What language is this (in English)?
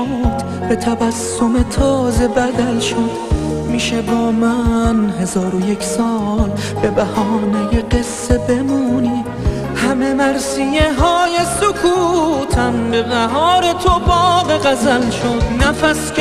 Persian